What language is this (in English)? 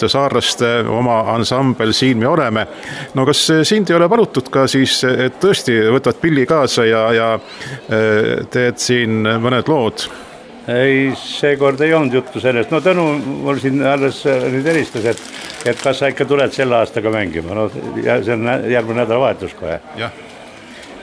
Estonian